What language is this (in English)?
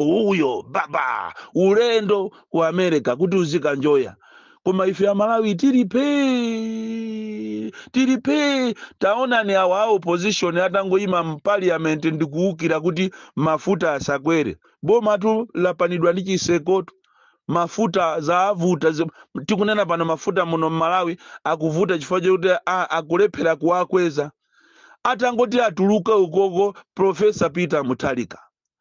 Nyanja